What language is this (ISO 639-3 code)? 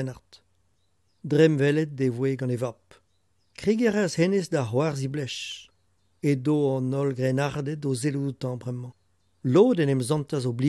bre